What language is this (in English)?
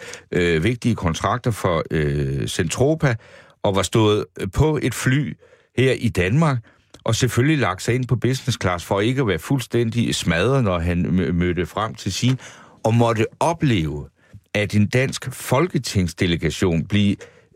Danish